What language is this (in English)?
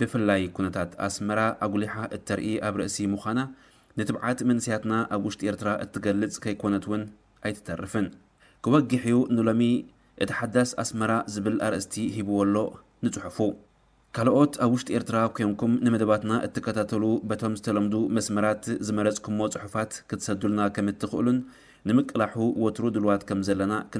Tigrinya